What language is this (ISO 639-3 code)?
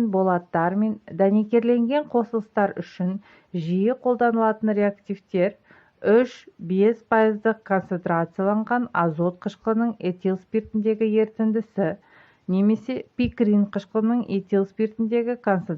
kaz